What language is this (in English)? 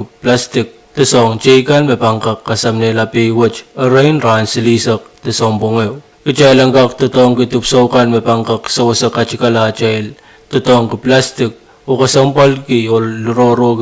Pohnpeian